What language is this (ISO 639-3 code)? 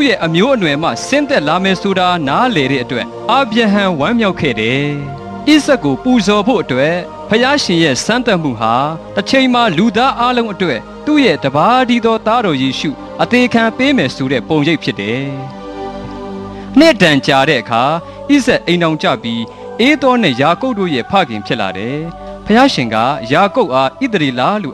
mya